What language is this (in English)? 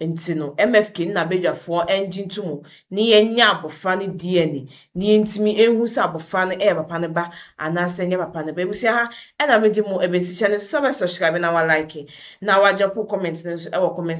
Akan